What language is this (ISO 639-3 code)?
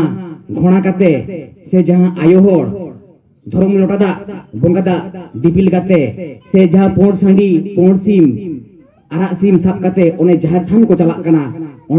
sat